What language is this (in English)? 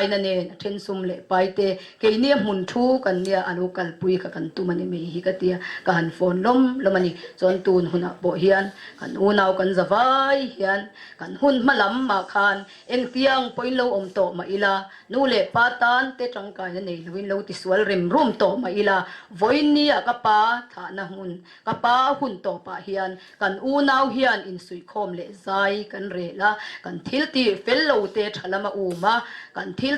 Mizo